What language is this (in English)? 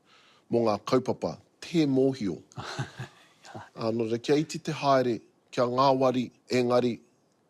Māori